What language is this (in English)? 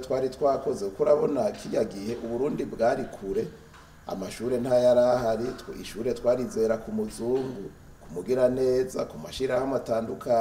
Rundi